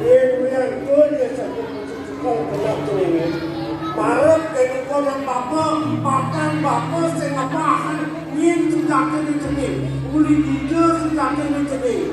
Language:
Balinese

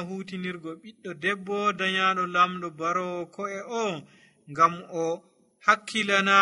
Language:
Nigerian Fulfulde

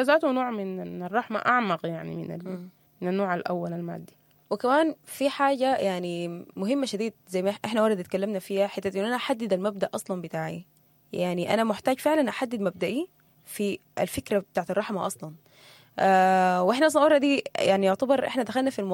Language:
Sudanese Arabic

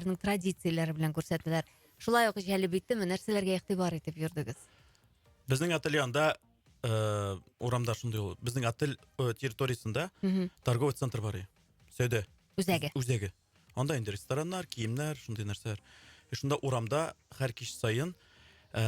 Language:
Tatar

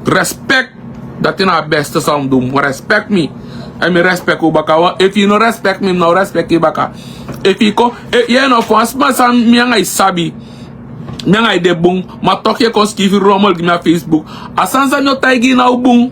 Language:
Sranan Tongo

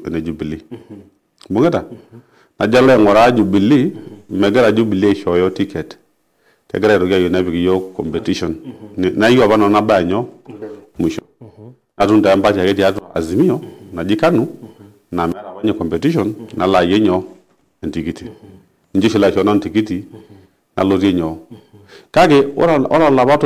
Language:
Masai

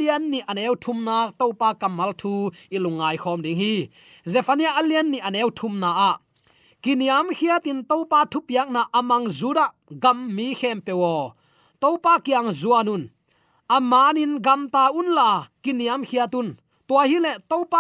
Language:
Tedim Chin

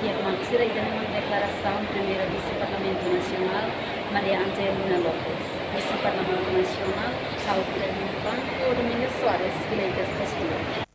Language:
Tetum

